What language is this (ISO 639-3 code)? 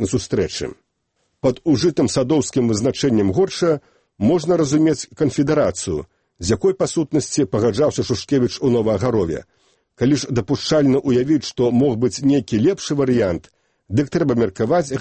bel